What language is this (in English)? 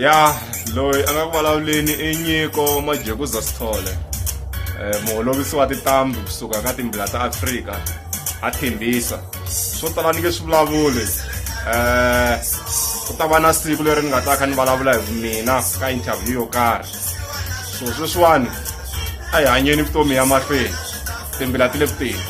Tsonga